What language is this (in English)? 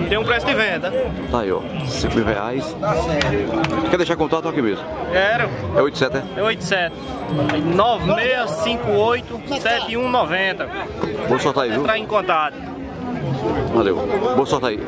Portuguese